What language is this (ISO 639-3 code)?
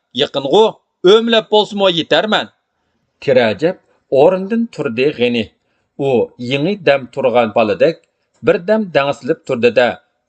uig